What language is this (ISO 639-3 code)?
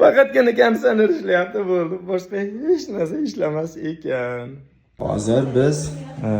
uzb